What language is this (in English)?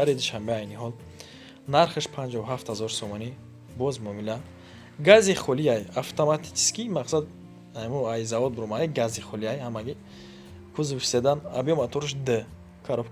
Tajik